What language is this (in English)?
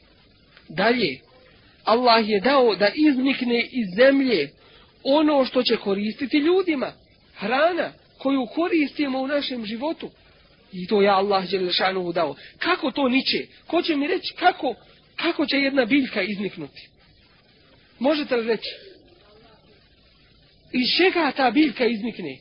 Bosnian